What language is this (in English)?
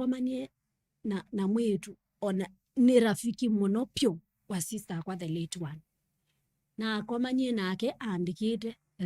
Kamba